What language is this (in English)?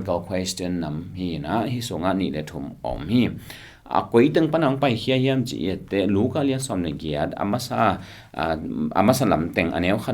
Tedim Chin